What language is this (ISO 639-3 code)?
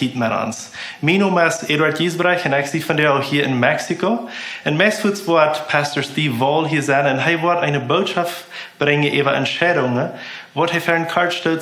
pdt